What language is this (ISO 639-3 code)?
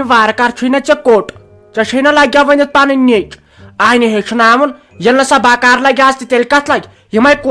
kas